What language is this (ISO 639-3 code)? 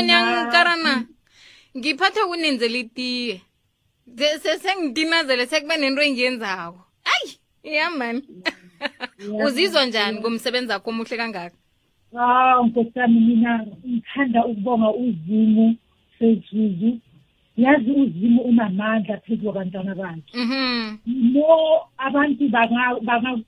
nbl